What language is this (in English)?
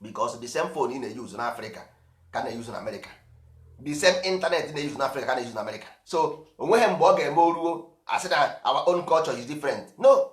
Igbo